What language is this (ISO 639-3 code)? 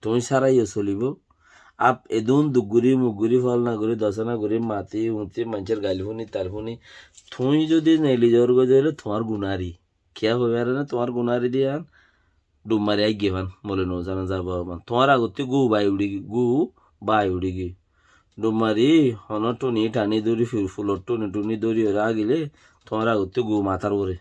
rhg